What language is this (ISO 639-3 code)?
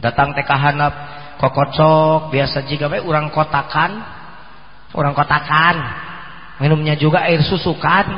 sun